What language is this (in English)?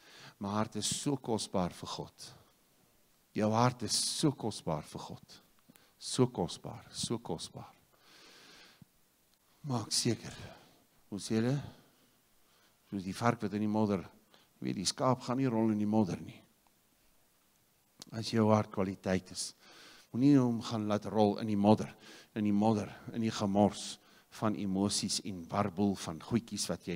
Afrikaans